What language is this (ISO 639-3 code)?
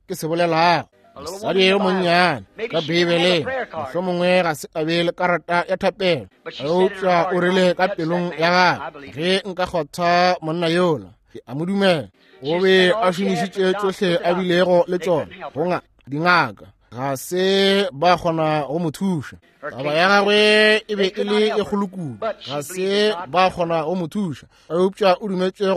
nso